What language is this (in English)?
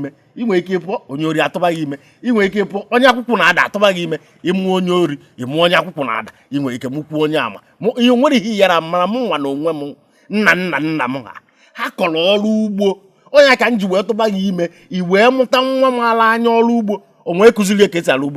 Igbo